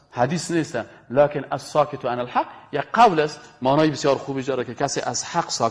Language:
Persian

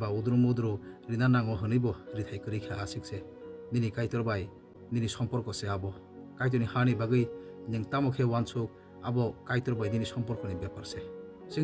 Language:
Kok Borok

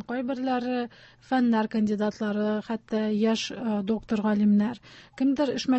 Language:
Tatar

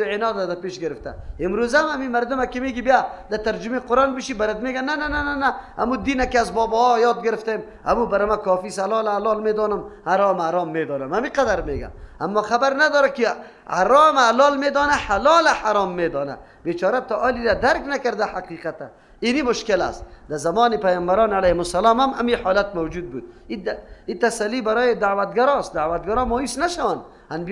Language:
Persian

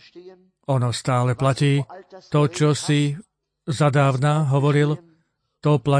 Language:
Slovak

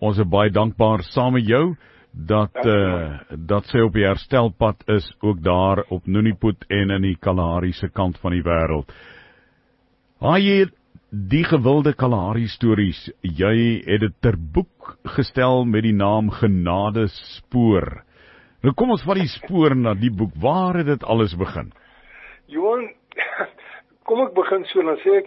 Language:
Afrikaans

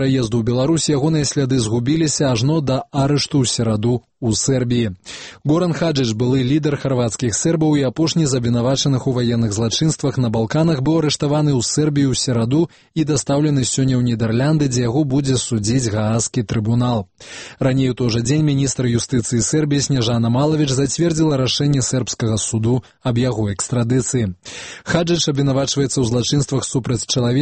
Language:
Belarusian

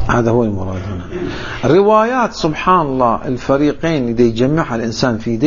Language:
Arabic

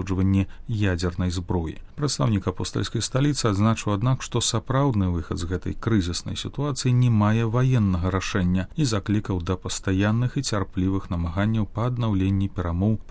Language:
Belarusian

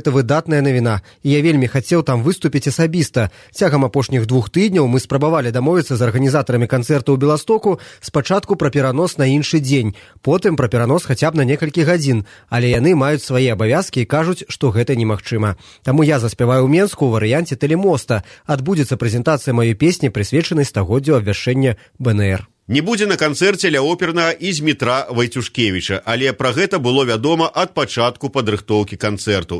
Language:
Belarusian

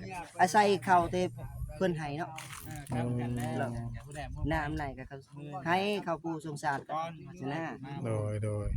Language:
Northeastern Thai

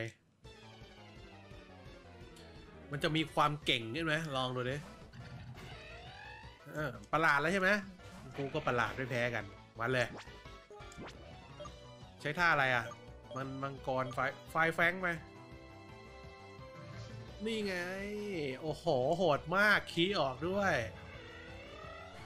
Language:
Thai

